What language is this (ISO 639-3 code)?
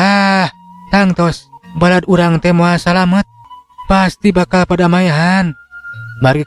sun